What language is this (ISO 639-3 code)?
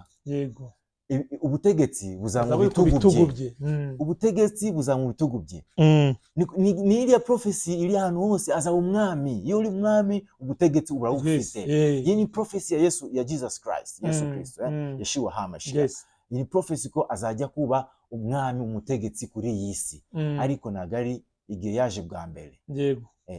kin